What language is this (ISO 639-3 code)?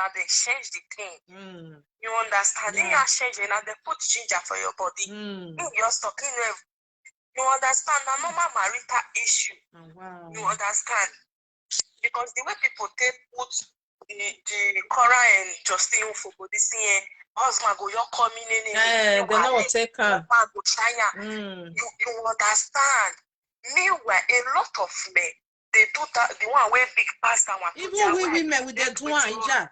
pcm